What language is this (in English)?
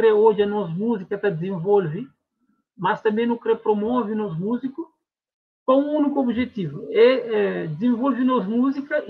Kabuverdianu